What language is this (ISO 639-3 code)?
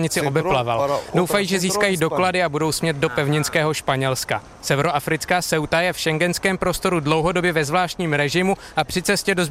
ces